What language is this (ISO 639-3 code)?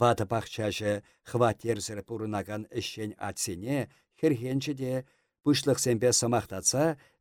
chv